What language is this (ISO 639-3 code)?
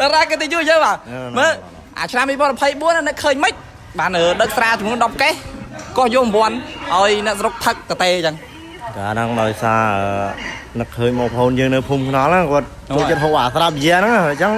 khm